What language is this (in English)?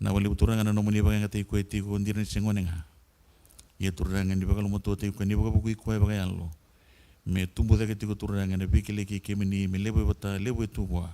Fijian